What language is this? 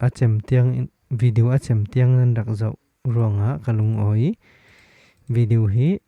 Falam Chin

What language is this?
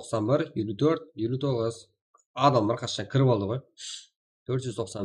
Kara-Kalpak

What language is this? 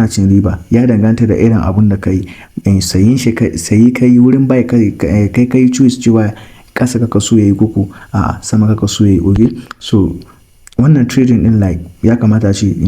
Hausa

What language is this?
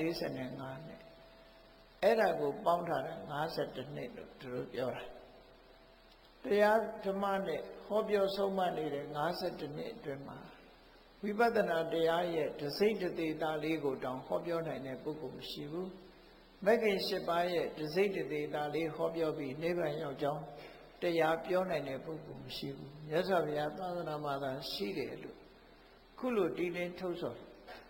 Burmese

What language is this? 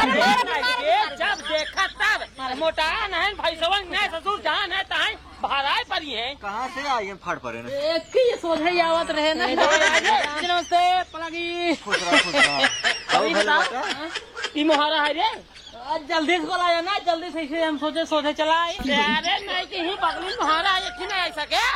Awadhi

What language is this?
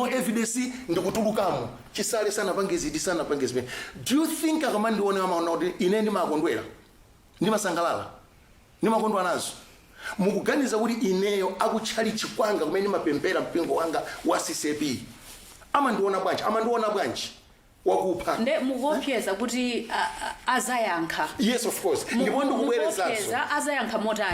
Nyanja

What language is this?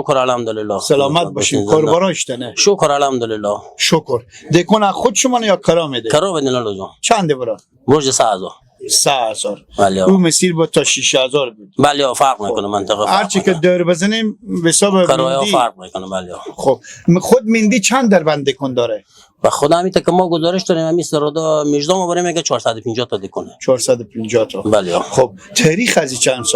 Persian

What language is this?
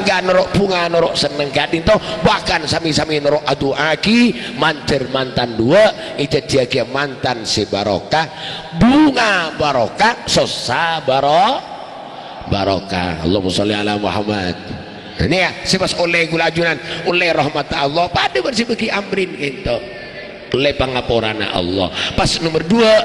Madurese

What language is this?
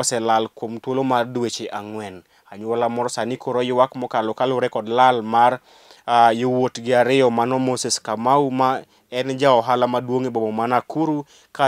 Luo (Kenya and Tanzania)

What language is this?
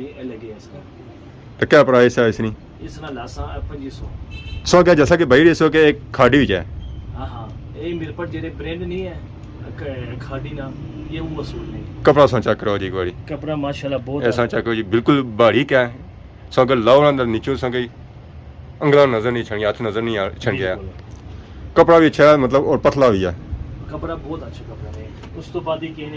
Pahari-Potwari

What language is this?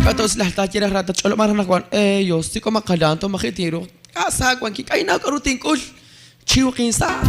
Kekchí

